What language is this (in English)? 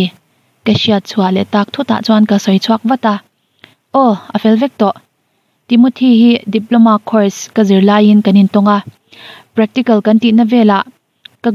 Mizo